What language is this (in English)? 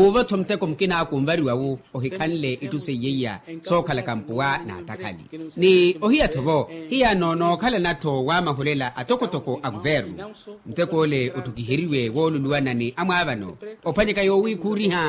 Makhuwa